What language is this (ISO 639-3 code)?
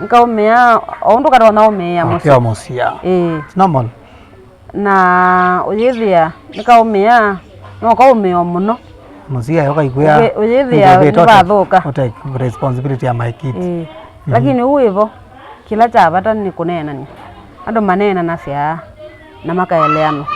kam